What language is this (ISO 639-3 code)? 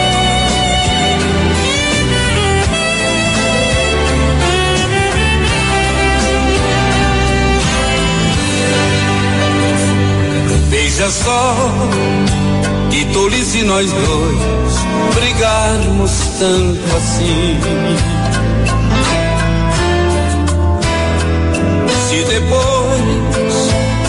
por